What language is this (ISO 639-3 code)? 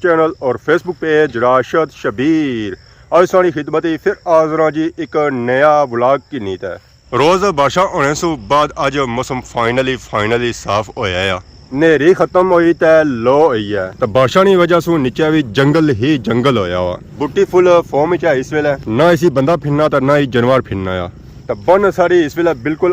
phr